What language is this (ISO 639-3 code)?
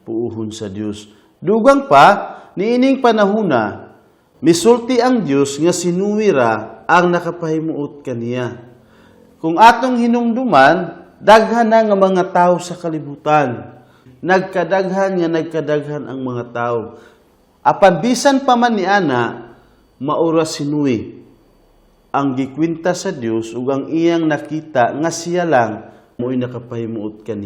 ceb